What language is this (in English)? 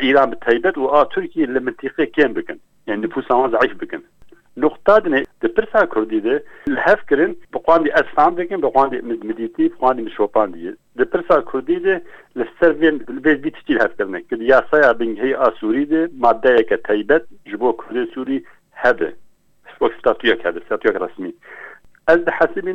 Kurdish